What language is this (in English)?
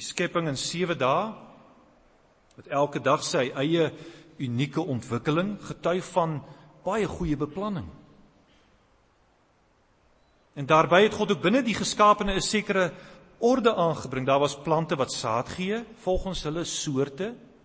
Afrikaans